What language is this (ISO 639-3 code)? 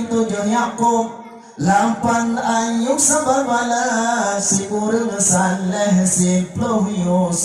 ace